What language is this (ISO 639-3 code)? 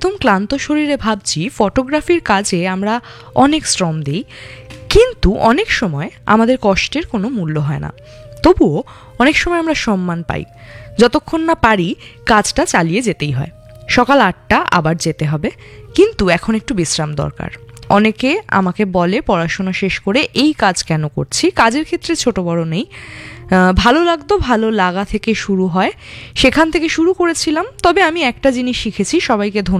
ben